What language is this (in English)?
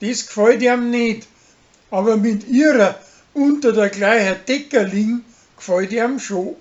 Bavarian